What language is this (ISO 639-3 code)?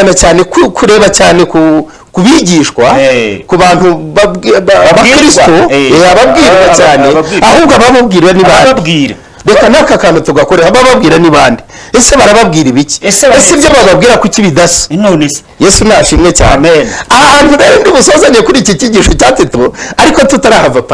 kin